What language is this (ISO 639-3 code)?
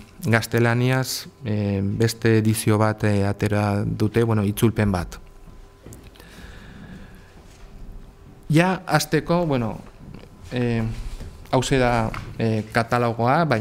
eus